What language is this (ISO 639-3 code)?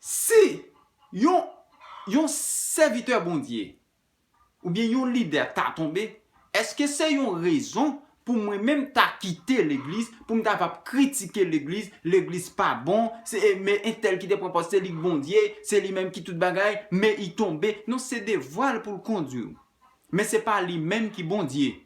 hat